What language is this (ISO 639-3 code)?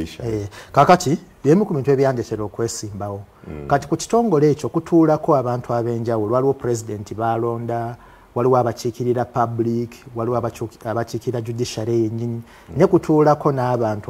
lug